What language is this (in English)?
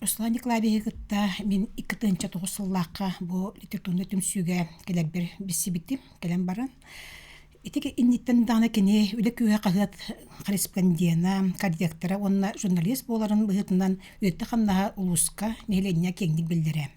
Yakut